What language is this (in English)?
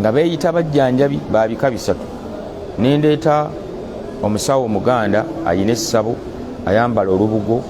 Ganda